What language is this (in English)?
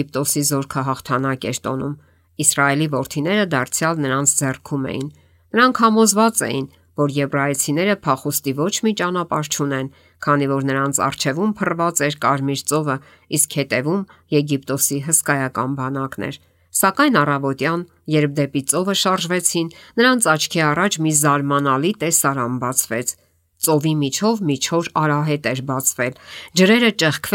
Armenian